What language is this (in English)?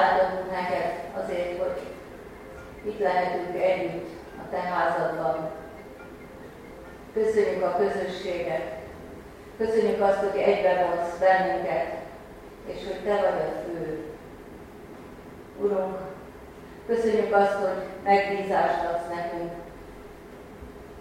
Hungarian